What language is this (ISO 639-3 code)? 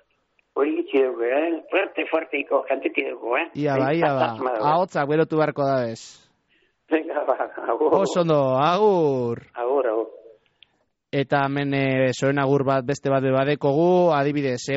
eus